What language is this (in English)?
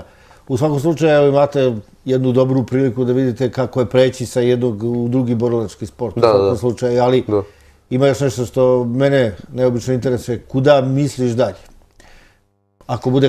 Serbian